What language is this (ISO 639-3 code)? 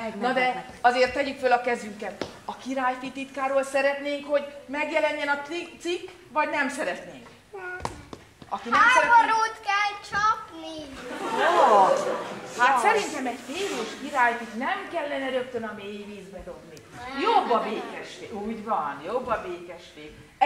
hun